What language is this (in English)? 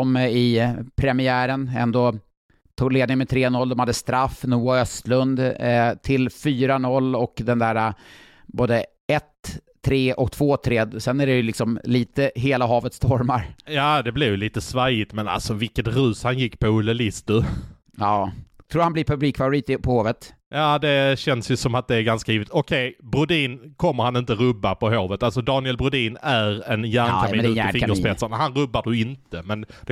Swedish